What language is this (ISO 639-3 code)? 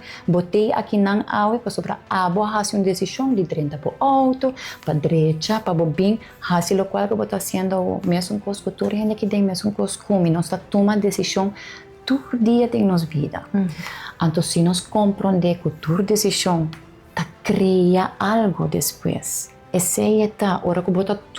pap